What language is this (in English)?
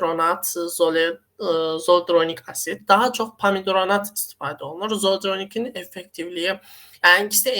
Azerbaijani